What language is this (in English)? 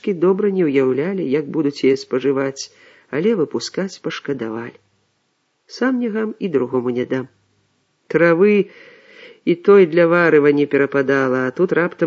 Belarusian